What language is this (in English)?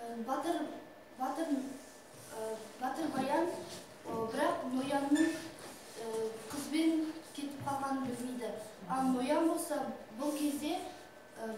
Kazakh